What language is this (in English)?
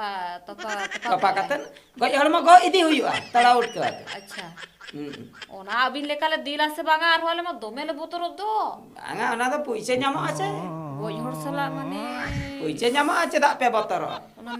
Santali